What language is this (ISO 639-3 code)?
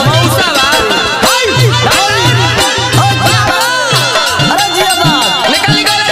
bho